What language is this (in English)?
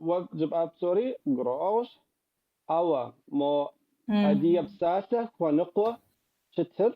Kabardian